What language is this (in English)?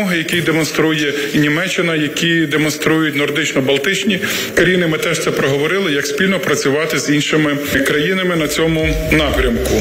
Ukrainian